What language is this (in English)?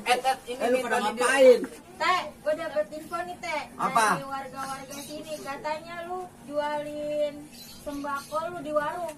Betawi